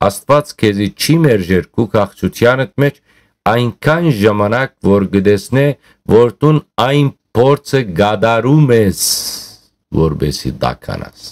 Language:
Western Armenian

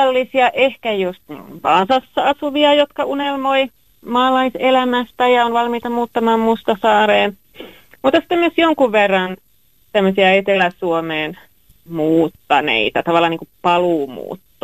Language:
Finnish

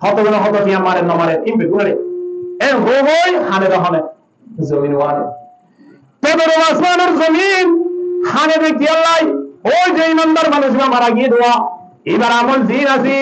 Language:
Rohingya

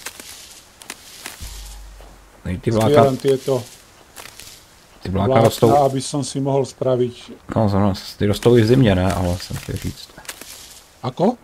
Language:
Czech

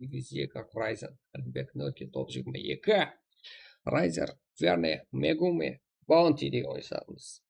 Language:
Kara-Kalpak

